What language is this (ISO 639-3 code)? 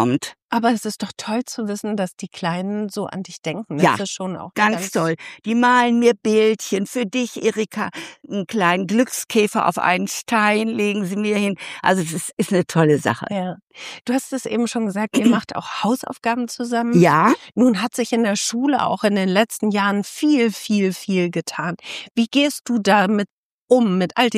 deu